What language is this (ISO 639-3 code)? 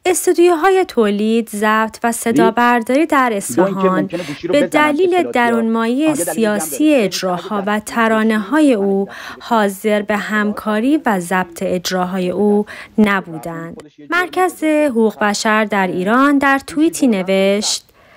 fas